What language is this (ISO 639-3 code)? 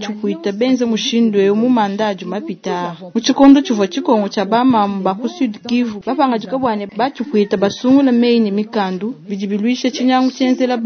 lua